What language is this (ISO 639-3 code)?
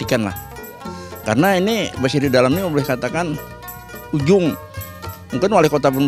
bjn